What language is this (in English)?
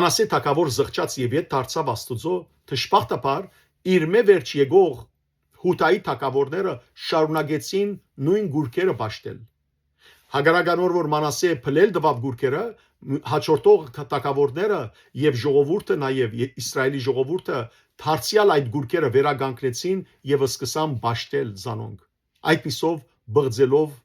Western Armenian